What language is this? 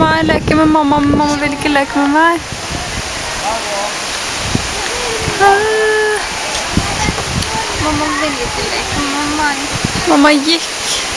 Norwegian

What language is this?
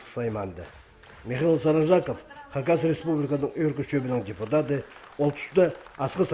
Khakas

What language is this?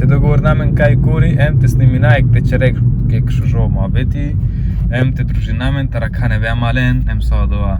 Romany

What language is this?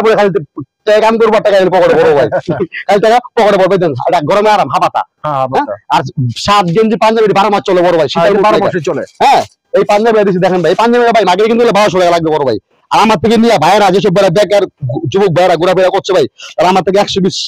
Bangla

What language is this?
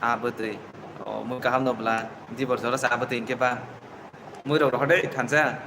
Kok Borok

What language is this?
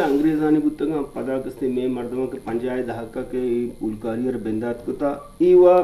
Eastern Balochi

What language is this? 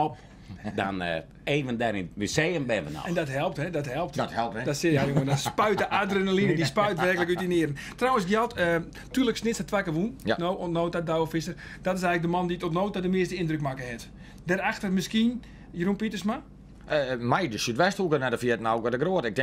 Western Frisian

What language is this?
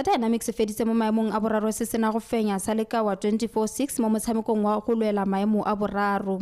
Tswana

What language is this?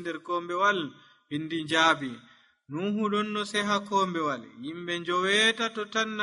Nigerian Fulfulde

